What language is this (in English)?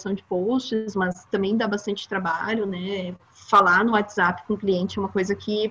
Portuguese